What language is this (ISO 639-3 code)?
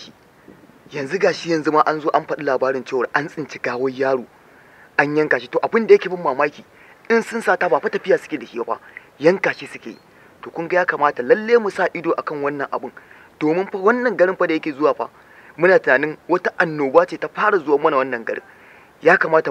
hau